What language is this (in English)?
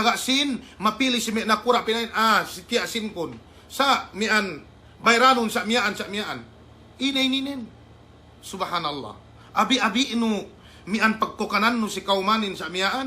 Yakan